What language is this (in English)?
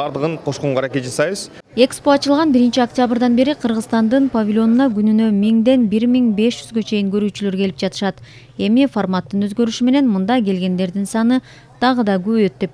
Kyrgyz